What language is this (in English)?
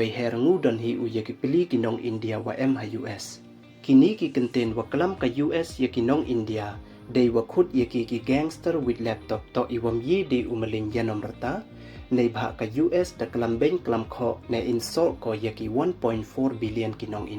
Pnar